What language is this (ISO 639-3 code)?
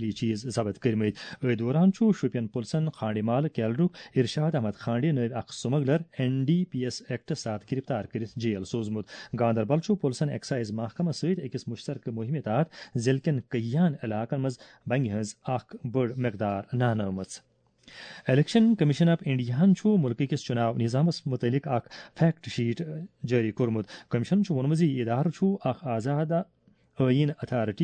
kas